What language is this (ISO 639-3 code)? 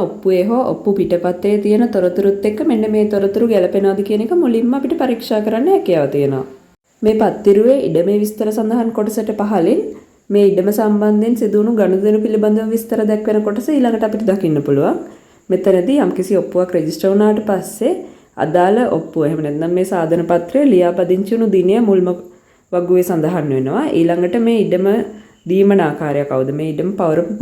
sin